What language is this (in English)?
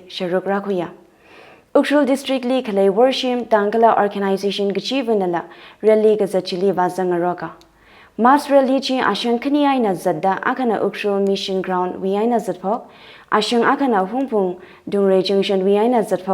Tangkhul Naga (India)